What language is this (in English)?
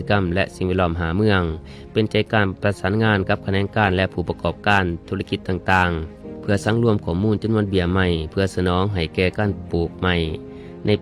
Lao